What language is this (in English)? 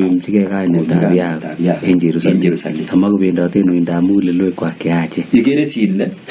Kalenjin